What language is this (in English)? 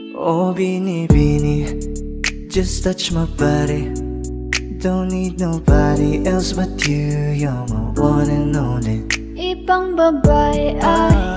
Filipino